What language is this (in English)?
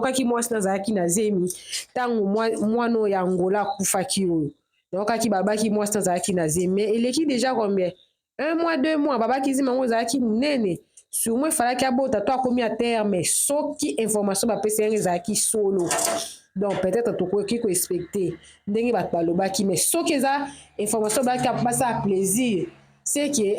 Lingala